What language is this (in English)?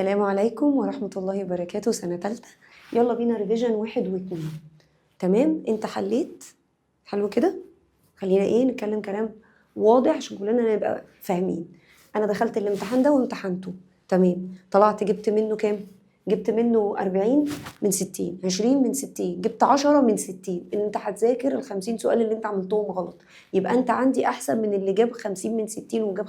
Egyptian Arabic